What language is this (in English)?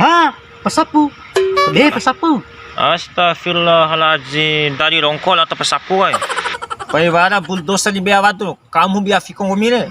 Bima